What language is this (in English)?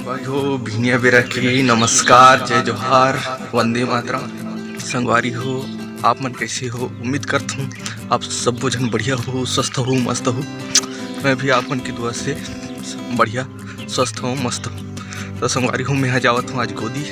Chhattisgarhi